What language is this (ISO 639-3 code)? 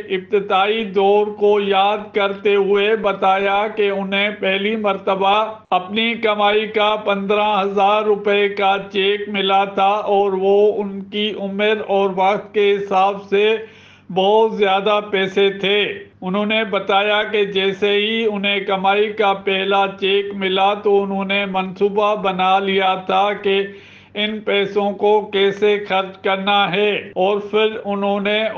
urd